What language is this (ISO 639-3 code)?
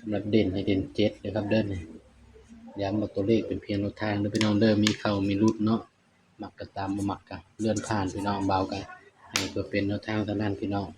tts